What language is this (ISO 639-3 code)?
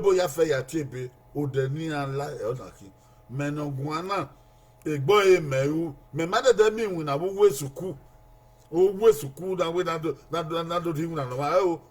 bin